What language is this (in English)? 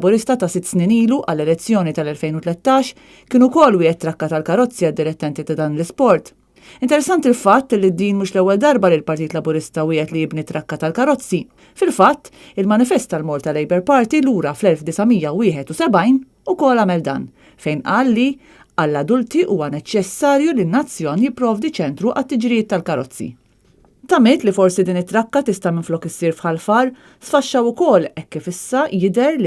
Maltese